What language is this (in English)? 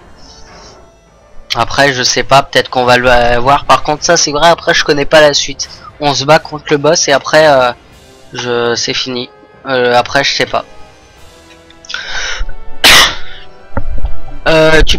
French